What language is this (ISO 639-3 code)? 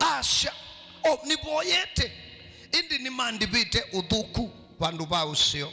kam